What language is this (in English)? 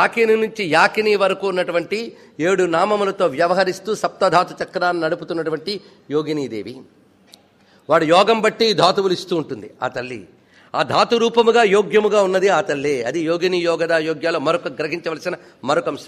Telugu